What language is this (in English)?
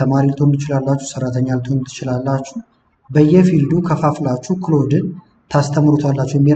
Amharic